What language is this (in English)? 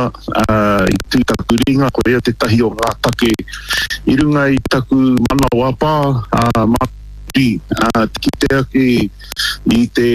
Māori